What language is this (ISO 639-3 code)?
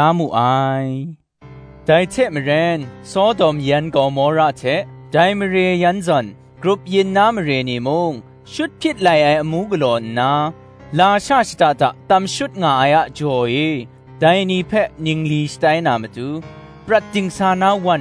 kac